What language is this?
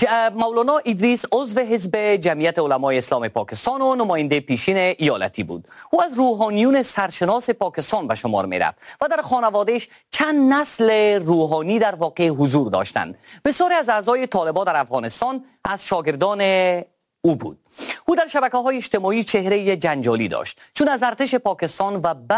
Persian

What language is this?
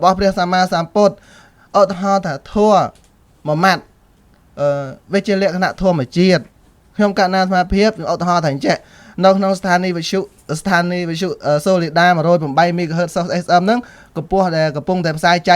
Khmer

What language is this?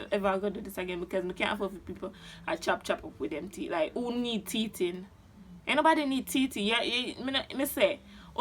Jamaican Creole English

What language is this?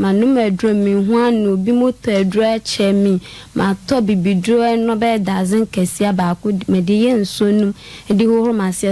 Akan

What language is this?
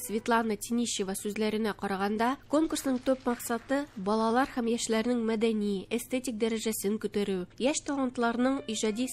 Tatar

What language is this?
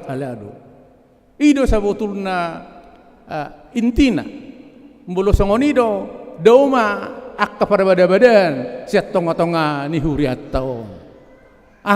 Batak Toba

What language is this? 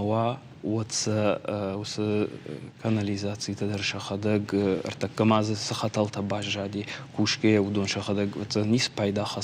Ossetic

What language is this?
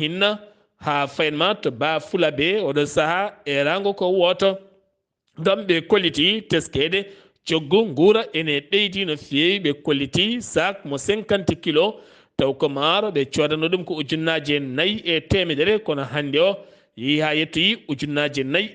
Fula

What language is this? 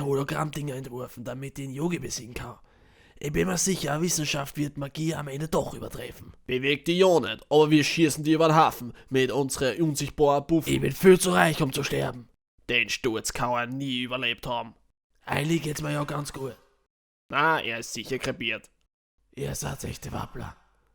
Bavarian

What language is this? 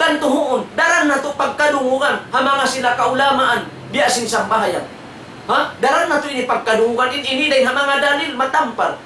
Tausug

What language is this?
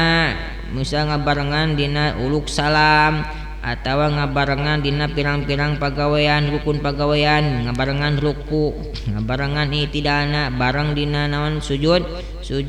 Sundanese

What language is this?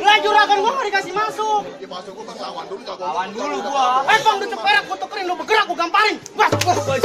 Betawi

